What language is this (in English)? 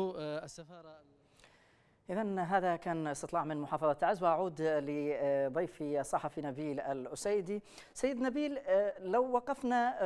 Arabic